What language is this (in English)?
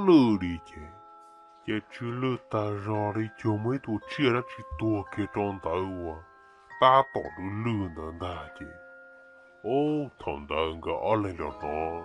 Hmong